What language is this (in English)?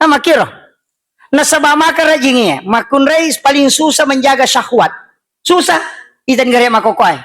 Buginese